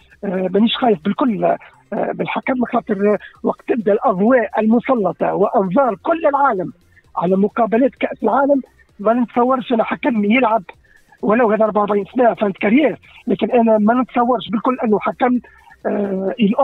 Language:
Tunisian Arabic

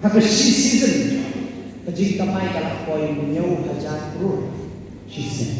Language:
Khasi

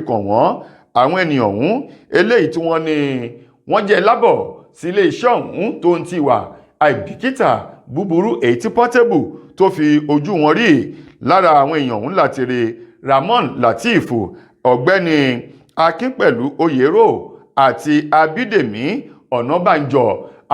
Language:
Yoruba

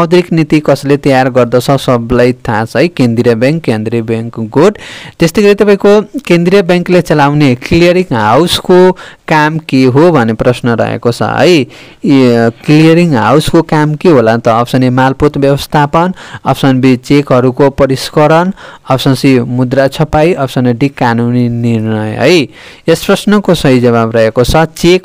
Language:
Nepali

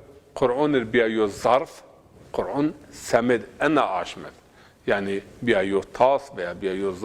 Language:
Zaza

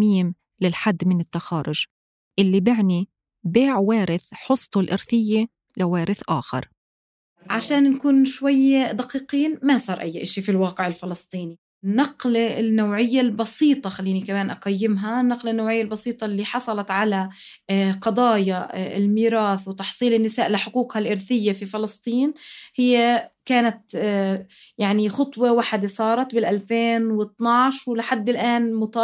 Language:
North Levantine Arabic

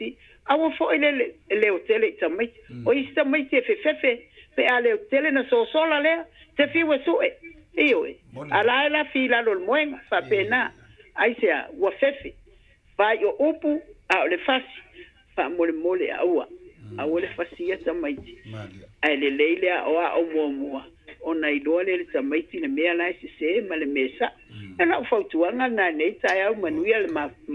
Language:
Samoan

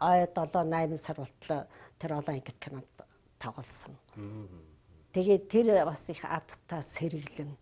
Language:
Mongolian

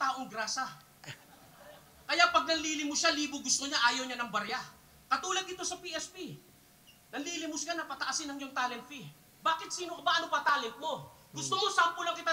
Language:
Filipino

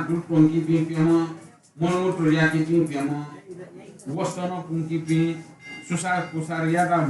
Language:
Newari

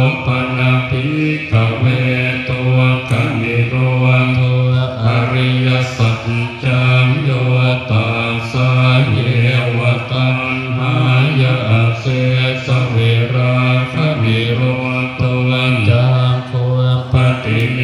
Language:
Pali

